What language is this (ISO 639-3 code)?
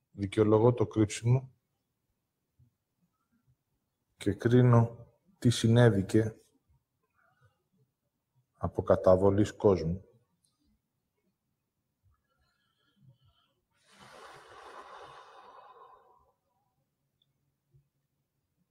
ell